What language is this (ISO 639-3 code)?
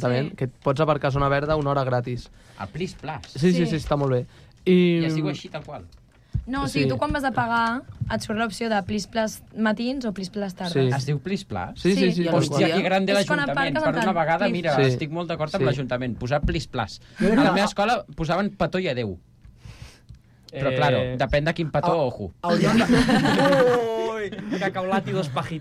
cat